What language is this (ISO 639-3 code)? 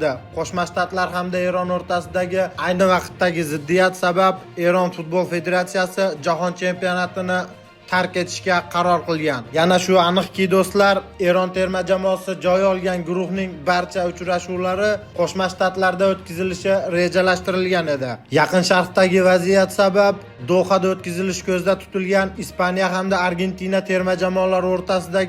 uzb